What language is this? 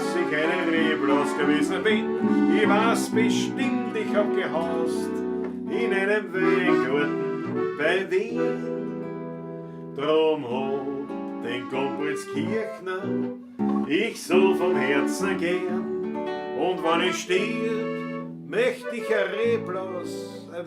Bavarian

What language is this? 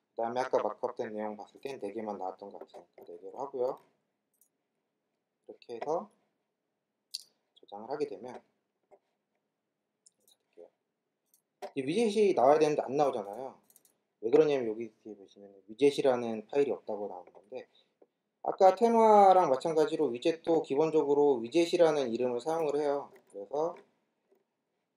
Korean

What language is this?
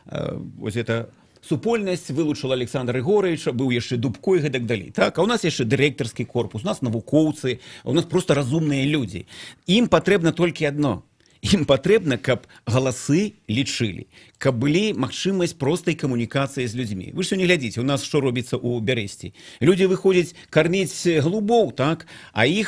Belarusian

